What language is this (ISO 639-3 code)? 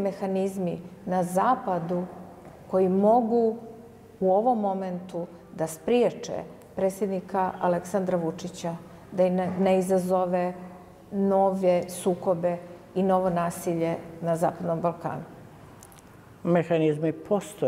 srp